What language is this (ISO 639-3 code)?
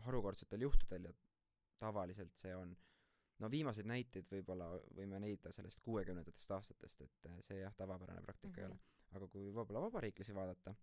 est